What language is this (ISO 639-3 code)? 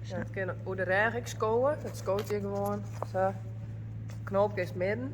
fry